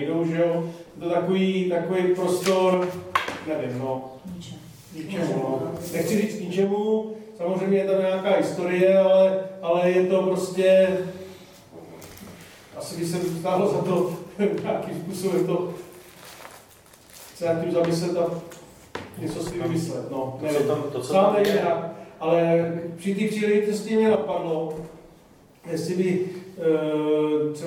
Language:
Czech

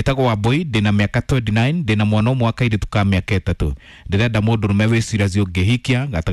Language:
Kikuyu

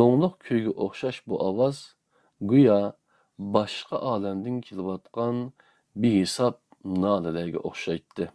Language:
Uyghur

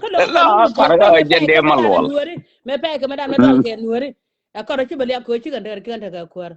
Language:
Nuer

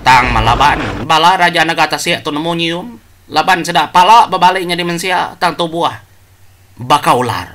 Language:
Iban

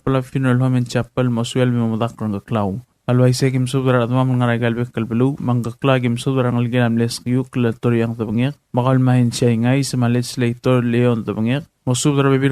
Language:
Palauan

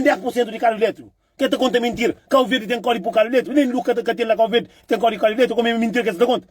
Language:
Kabuverdianu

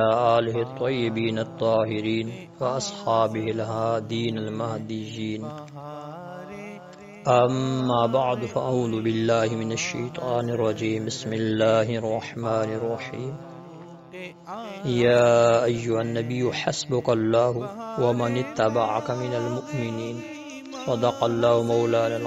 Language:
Urdu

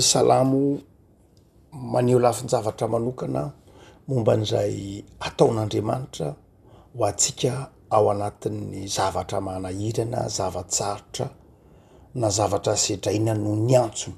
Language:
Malagasy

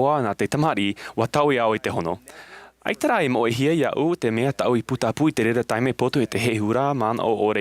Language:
Tahitian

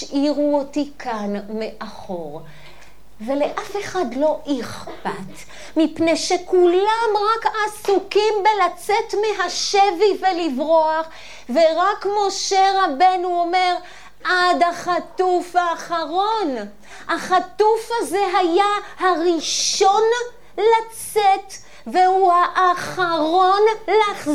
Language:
Hebrew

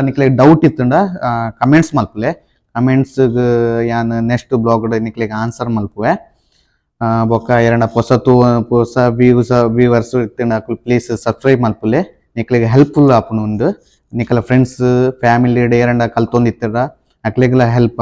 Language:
Tulu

